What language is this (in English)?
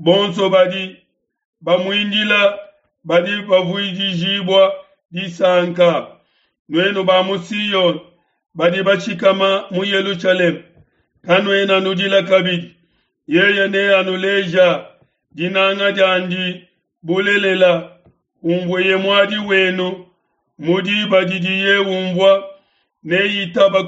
Luba-Lulua